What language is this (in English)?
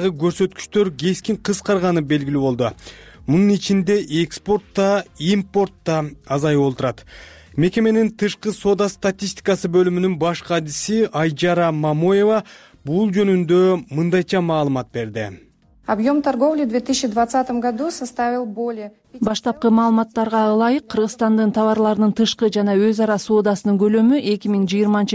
Kyrgyz